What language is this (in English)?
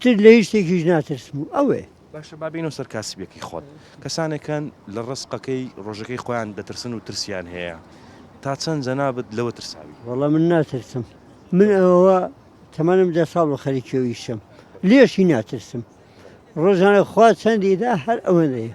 Central Kurdish